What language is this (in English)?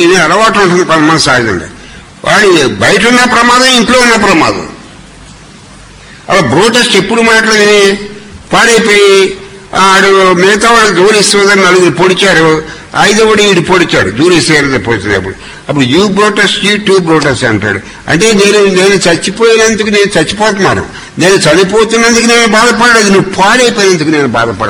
Telugu